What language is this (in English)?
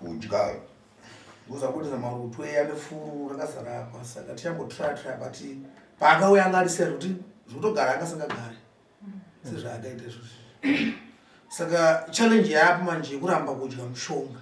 Shona